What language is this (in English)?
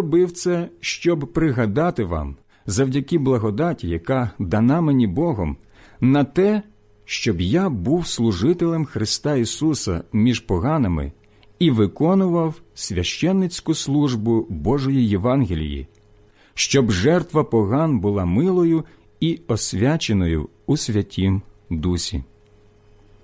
Ukrainian